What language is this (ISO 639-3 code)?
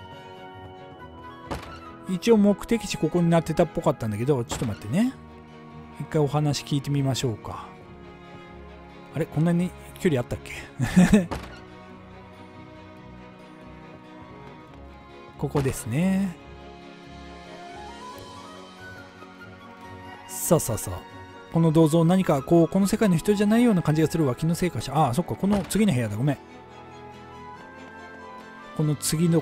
jpn